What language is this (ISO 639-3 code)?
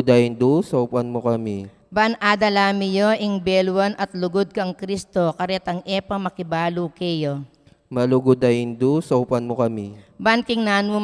pam